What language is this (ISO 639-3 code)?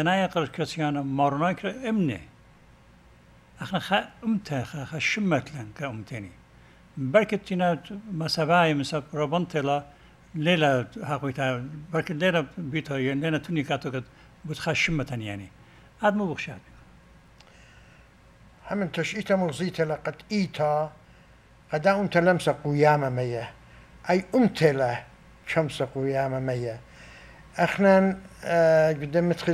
aii